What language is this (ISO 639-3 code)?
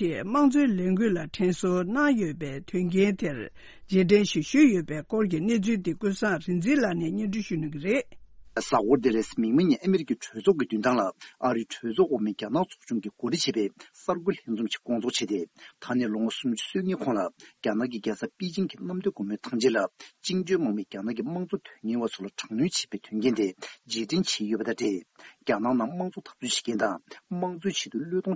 bod